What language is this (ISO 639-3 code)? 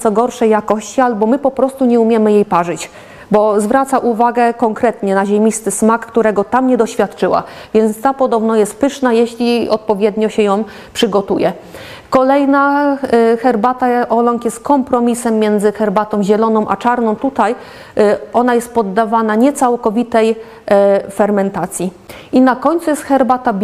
pol